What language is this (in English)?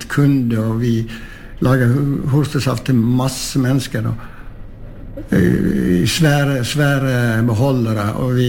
Norwegian